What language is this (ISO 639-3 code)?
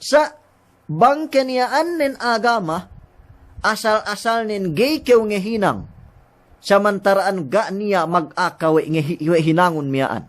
yka